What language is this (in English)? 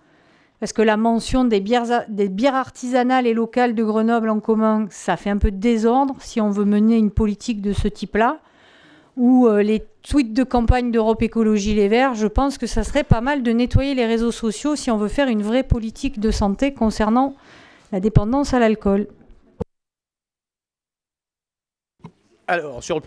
French